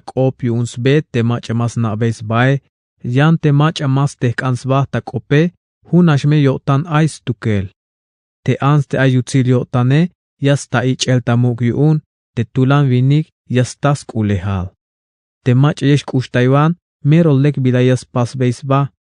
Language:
Tzeltal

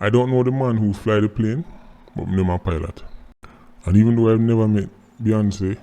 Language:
Jamaican Creole English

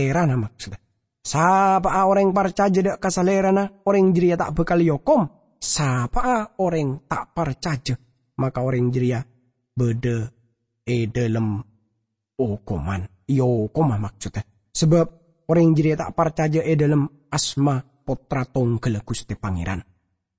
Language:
Madurese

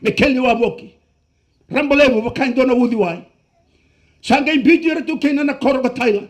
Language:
Fijian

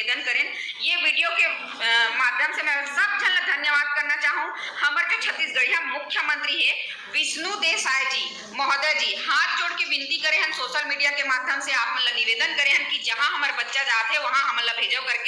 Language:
Chhattisgarhi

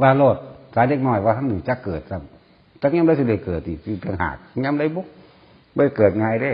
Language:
Northeastern Thai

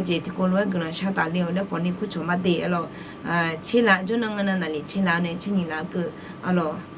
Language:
Akha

